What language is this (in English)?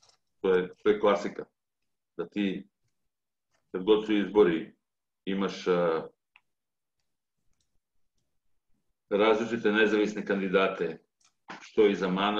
Serbian